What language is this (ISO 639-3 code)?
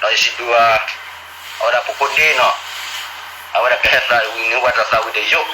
ksw